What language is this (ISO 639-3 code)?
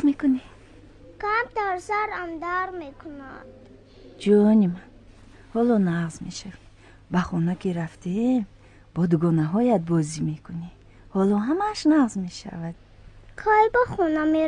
tgk